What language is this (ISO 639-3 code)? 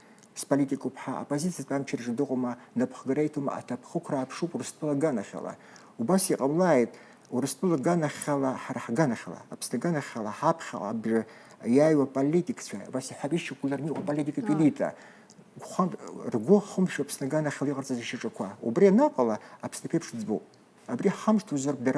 abk